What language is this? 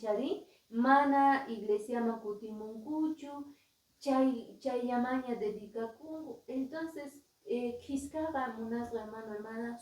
Quechua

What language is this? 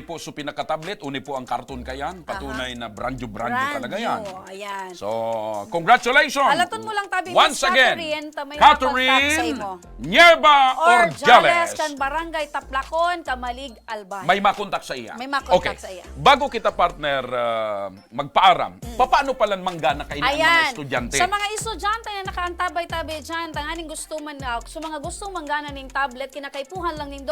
Bikol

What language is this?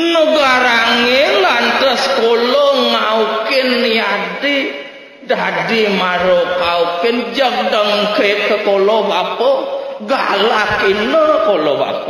Balinese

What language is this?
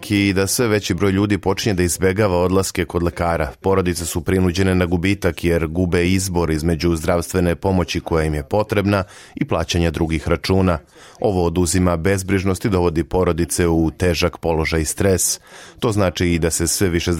Serbian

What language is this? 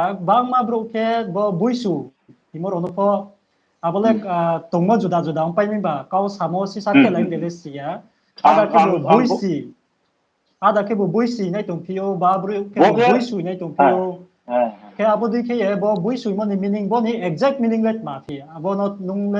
Riang (India)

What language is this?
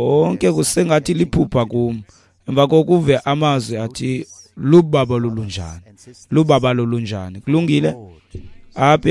Xhosa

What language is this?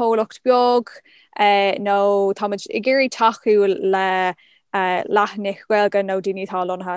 Irish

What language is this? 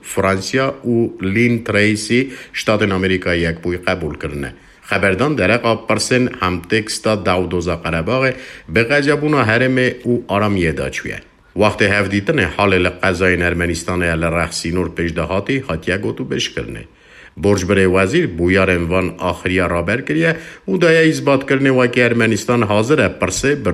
Kurdish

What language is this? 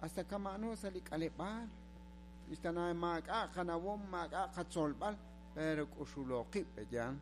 Kekchí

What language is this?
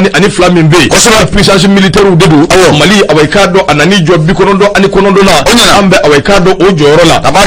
Bambara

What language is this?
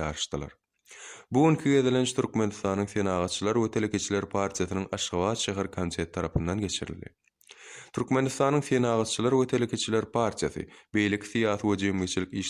Turkmen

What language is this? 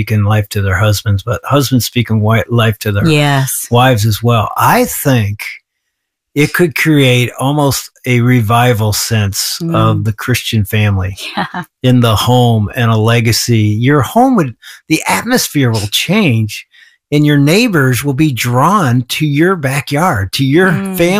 English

